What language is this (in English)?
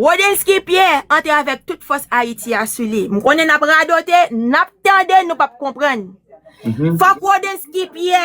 Haitian Creole